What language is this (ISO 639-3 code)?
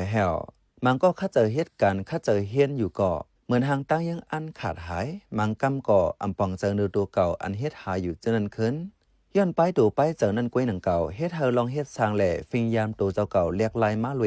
shn